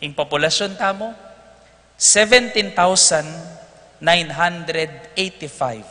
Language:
Pampanga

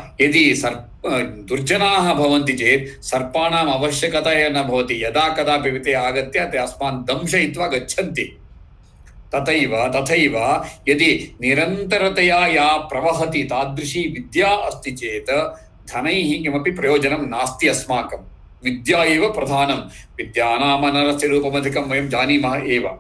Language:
Sanskrit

